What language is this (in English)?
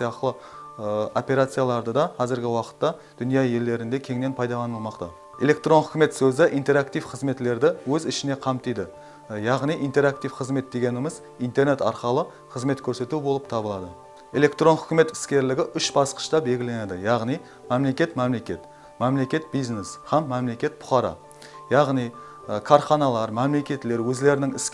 Kara-Kalpak